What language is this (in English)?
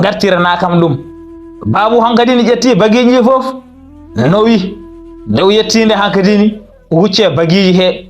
Fula